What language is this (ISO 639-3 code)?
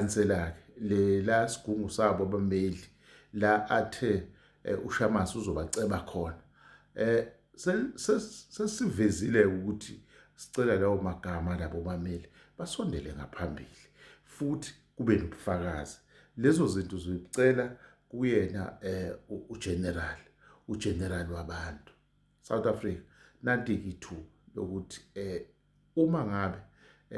zul